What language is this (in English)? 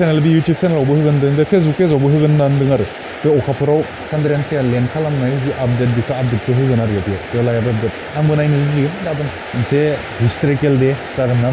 Bodo